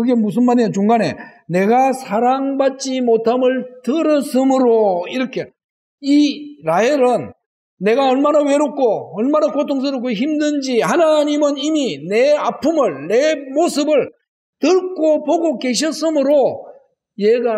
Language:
Korean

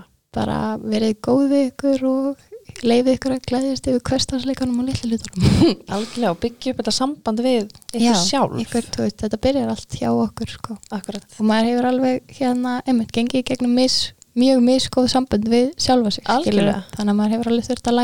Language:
Icelandic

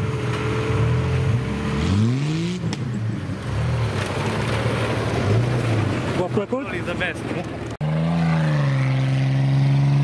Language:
Romanian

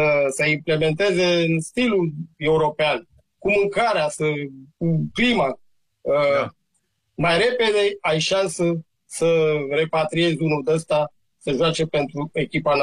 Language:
Romanian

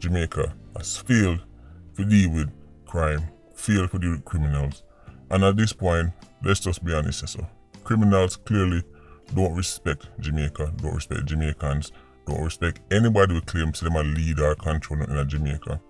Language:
Jamaican Creole English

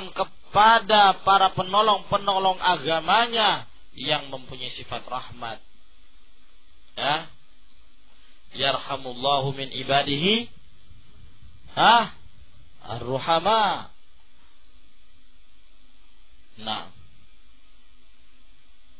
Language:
Indonesian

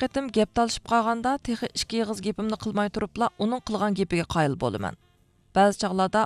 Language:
Uyghur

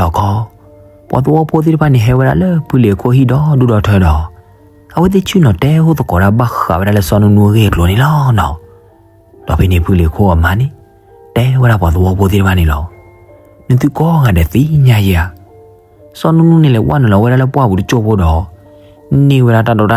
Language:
S'gaw Karen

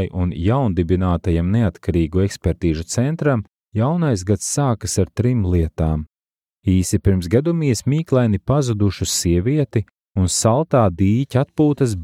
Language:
Latvian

